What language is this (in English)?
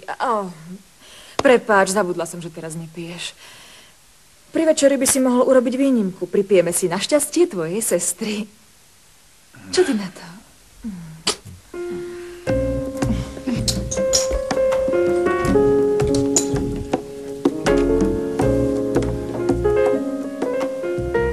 Slovak